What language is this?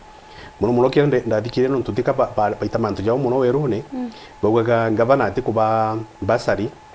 Meru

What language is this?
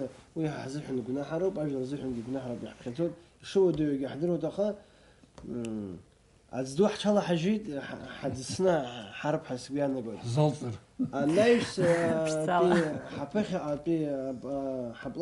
Abkhazian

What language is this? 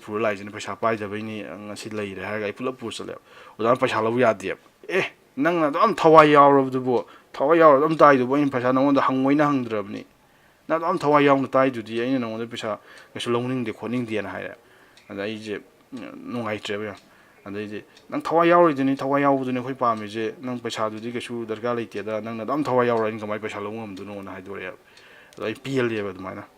Manipuri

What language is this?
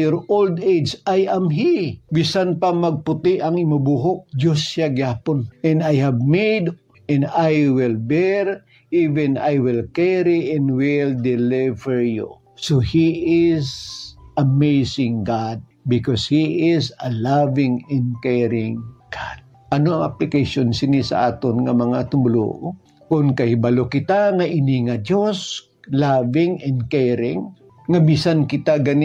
Hiligaynon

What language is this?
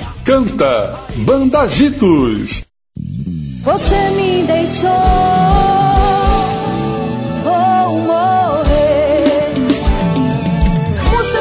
Portuguese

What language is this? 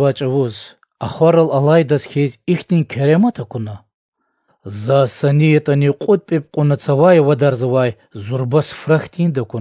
Lezghian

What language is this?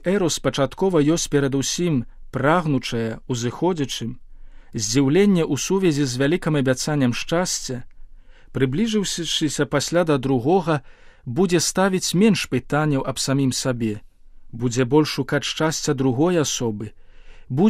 Belarusian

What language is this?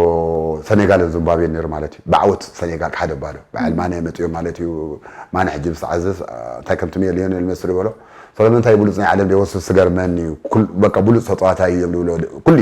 Tigrinya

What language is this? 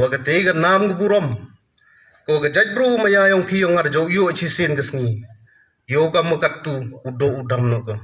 Pnar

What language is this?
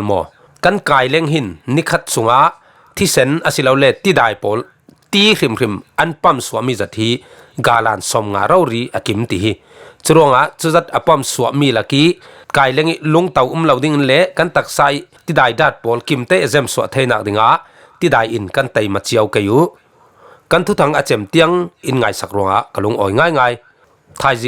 Falam Chin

